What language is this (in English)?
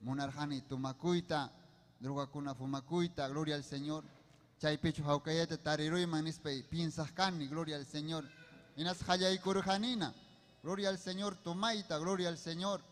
Ayacucho Quechua